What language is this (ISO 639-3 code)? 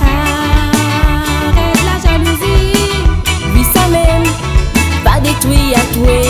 rcf